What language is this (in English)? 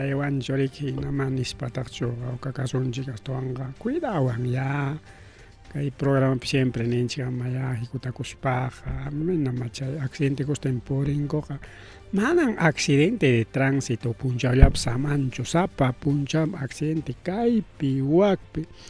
Ayacucho Quechua